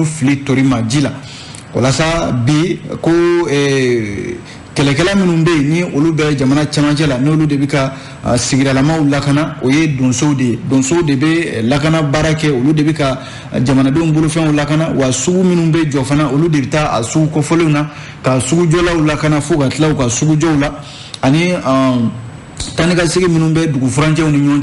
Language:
Bambara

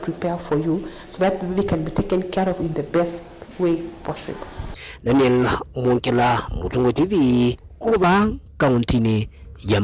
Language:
Kamba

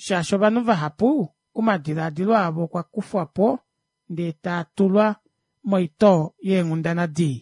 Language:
Kuanyama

